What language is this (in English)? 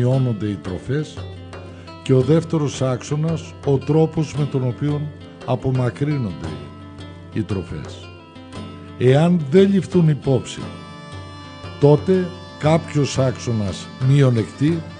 Greek